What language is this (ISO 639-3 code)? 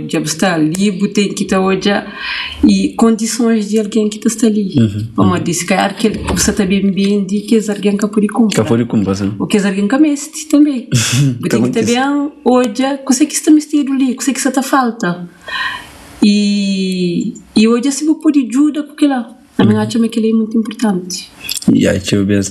kea